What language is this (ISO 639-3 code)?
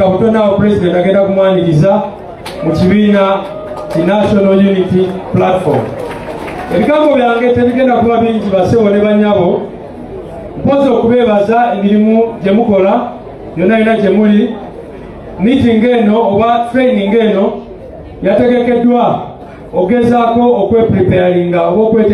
lug